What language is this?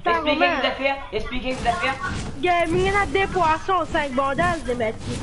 Morisyen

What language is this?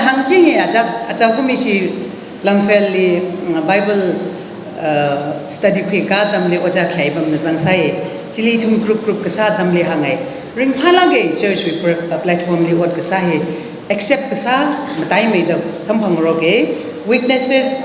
Tangkhul Naga (India)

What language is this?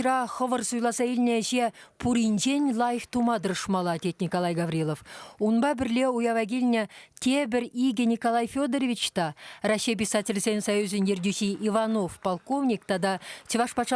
Chuvash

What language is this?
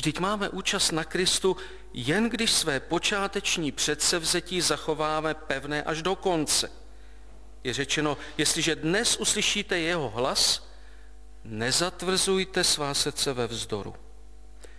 Czech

